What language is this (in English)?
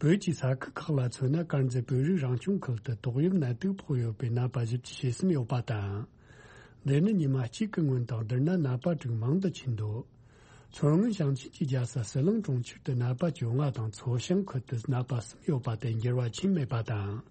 Tibetan